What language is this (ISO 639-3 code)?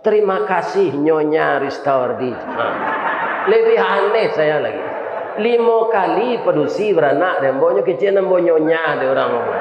min